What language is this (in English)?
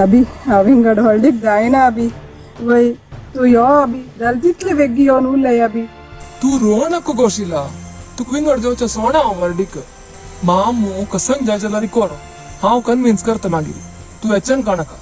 Konkani